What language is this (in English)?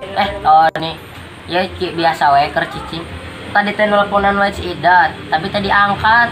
Sundanese